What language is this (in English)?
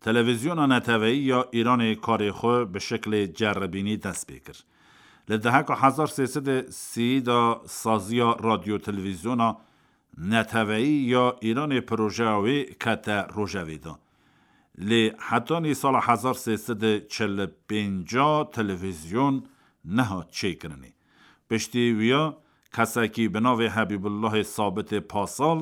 Kurdish